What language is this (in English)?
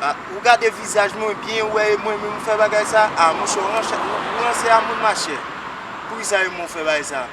Haitian Creole